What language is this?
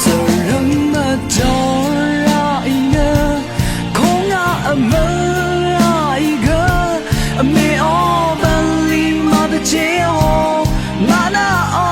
Rawang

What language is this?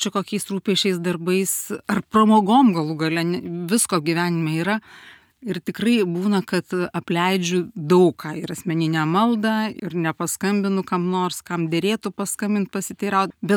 Lithuanian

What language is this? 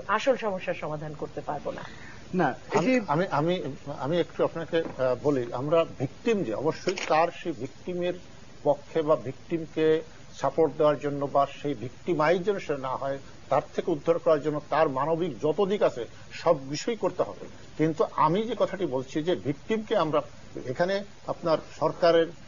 Bangla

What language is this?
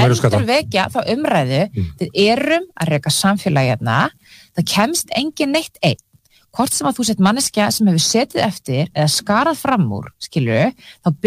Icelandic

